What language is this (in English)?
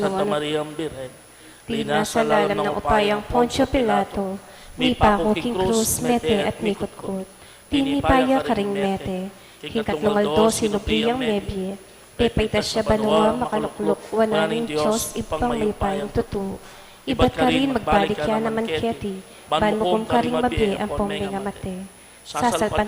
Pampanga